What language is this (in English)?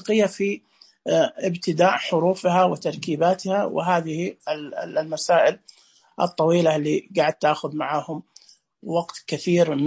Najdi Arabic